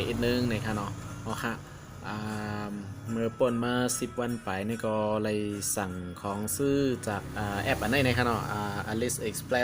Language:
Shan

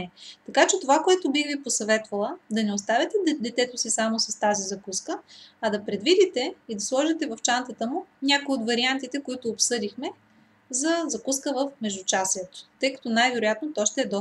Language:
Bulgarian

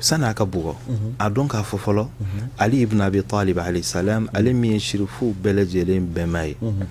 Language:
Bambara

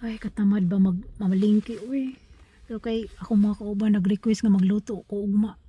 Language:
Cebuano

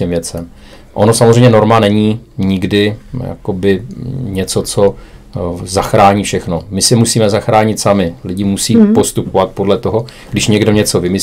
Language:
Czech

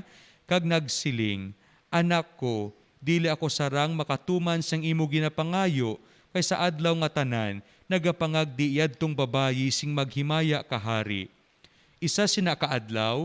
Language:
Hiligaynon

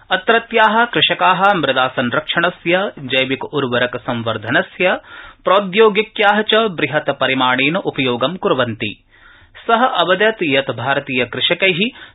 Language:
Sanskrit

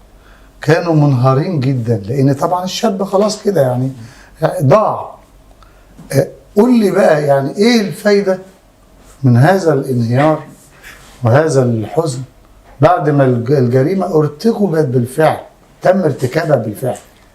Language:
Egyptian Arabic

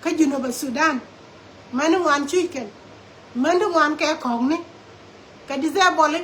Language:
Nuer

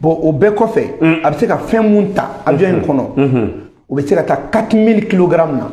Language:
Bambara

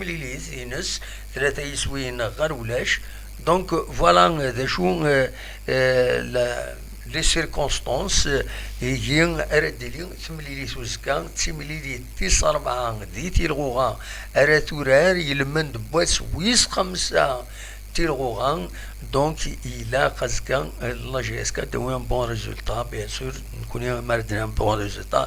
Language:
Kabyle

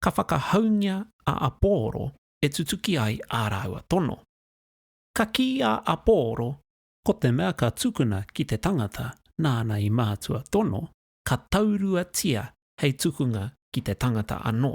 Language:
Māori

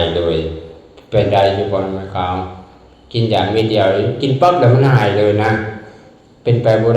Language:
Lao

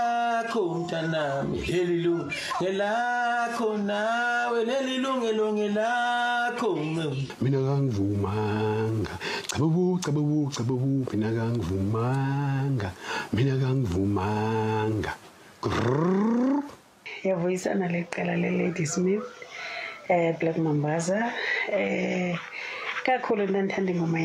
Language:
Zulu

